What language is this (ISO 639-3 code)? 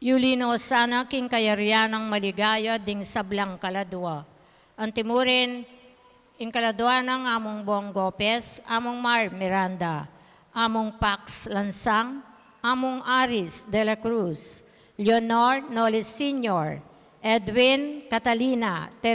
pam